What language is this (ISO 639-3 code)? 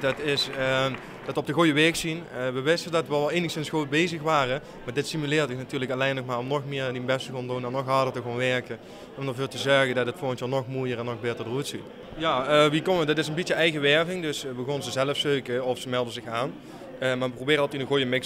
lim